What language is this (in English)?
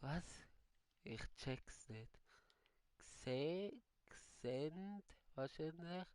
Swiss German